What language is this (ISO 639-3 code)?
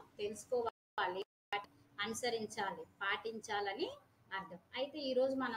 tel